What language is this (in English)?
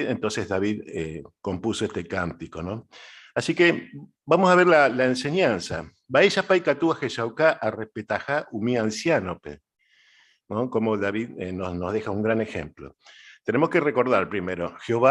Guarani